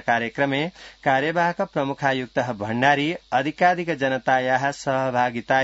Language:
Sanskrit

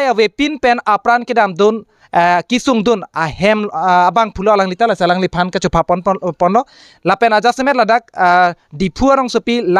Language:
Karbi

